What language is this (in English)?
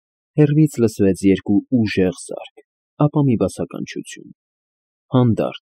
Armenian